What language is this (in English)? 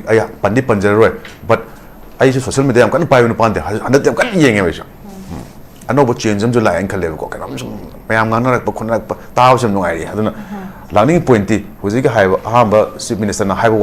Manipuri